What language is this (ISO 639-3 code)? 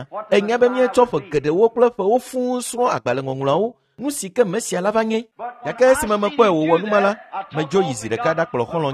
ewe